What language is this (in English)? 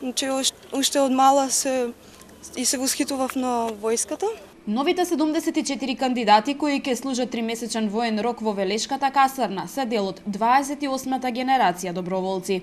Macedonian